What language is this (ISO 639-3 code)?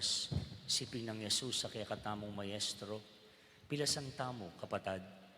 pam